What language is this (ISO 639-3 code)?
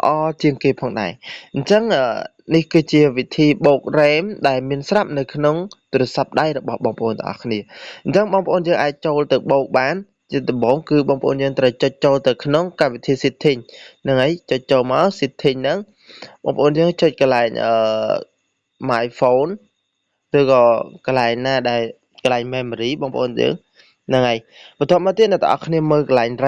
khm